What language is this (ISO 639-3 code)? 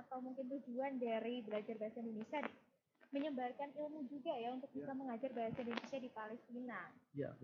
ind